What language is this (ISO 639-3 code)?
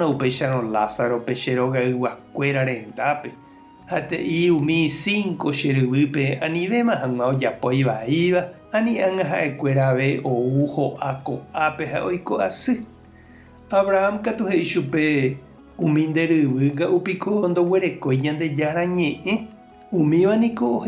grn